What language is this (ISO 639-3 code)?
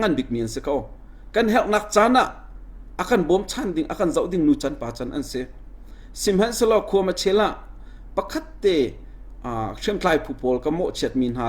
cnh